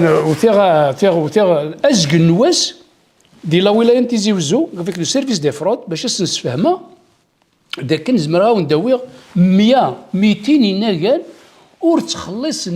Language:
Kabyle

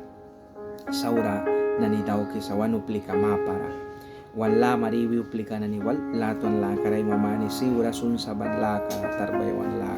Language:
Mískito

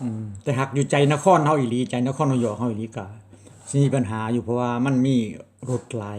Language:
Lao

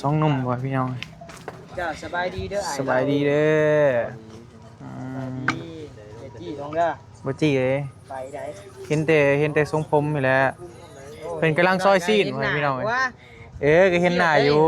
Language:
Northeastern Thai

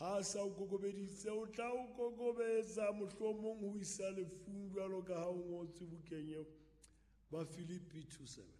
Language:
Southern Sotho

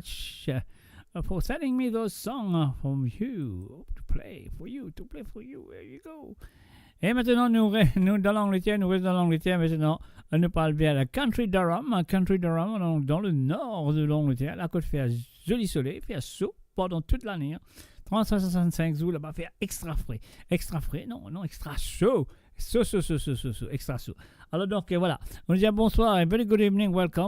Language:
Morisyen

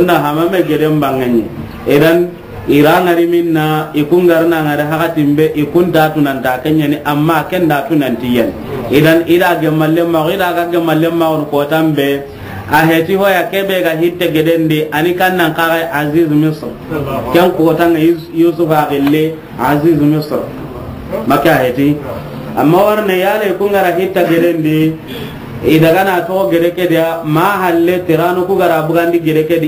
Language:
Soninke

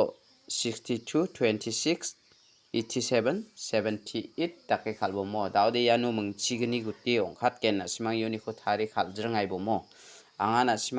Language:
Garo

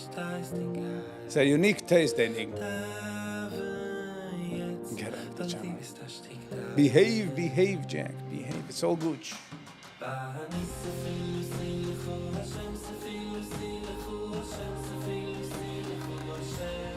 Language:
Yiddish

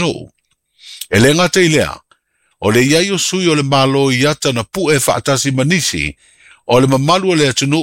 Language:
Samoan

